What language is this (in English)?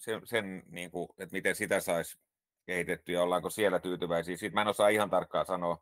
Finnish